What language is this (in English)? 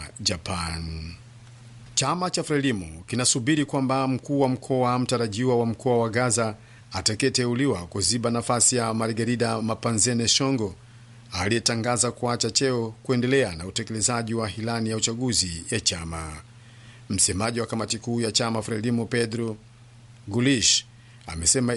Swahili